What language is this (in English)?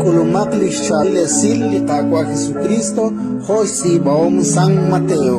Kekchí